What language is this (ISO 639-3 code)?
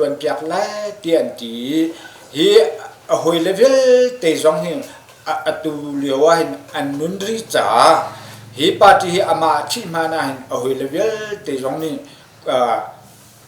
cnh